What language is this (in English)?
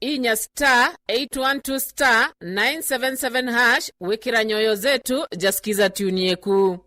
Meru